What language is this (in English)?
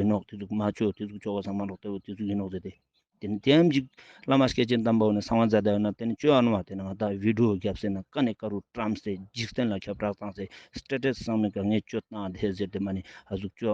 Ladakhi